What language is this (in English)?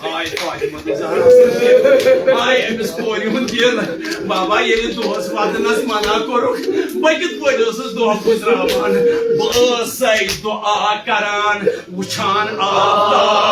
Kashmiri